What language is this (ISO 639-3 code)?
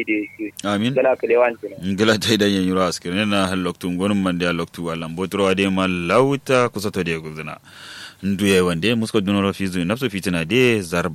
kau